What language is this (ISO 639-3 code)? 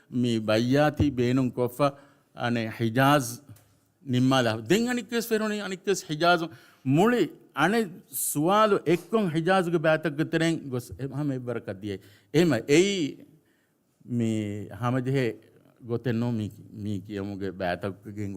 div